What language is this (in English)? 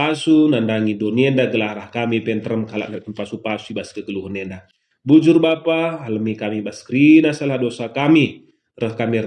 Batak Karo